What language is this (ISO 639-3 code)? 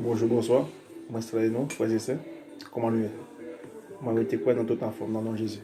hat